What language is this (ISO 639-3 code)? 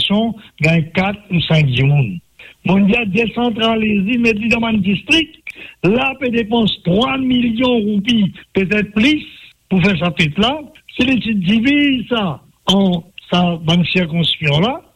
mfe